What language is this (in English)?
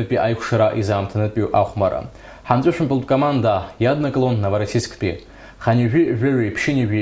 Abkhazian